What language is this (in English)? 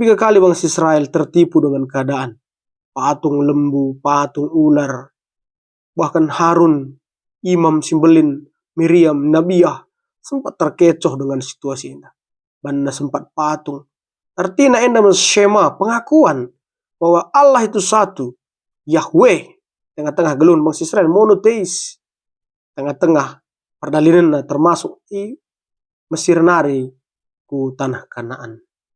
Batak Karo